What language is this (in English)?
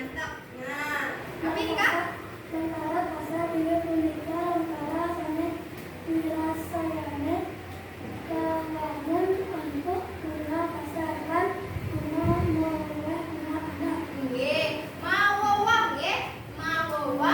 Balinese